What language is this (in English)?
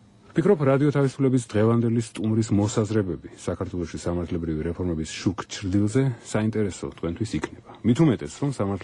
Georgian